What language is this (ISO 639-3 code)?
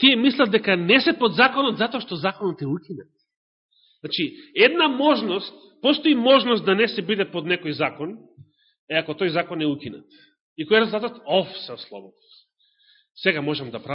mkd